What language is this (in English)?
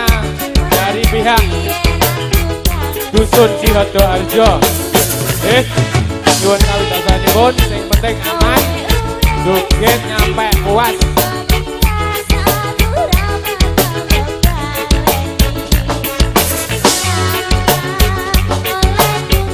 Javanese